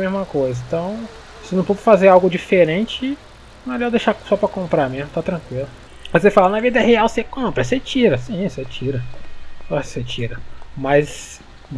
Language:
Portuguese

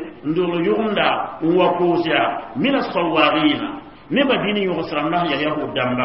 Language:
Mossi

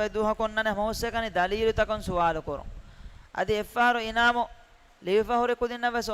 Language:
Divehi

